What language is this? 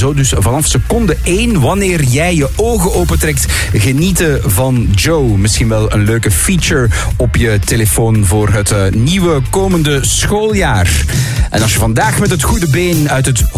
Dutch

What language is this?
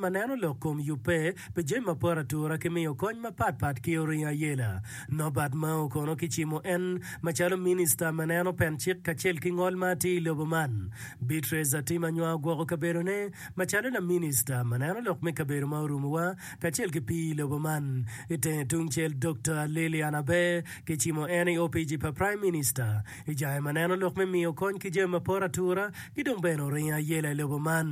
Acoli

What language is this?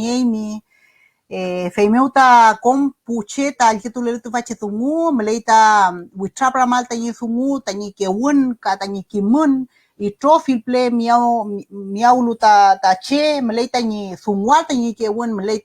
Mapuche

